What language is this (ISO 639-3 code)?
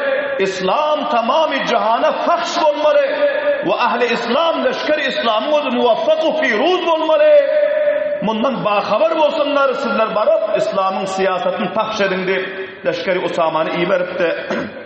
tuk